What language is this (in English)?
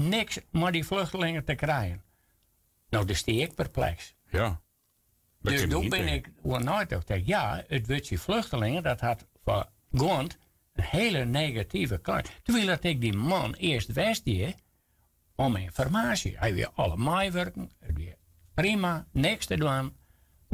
Western Frisian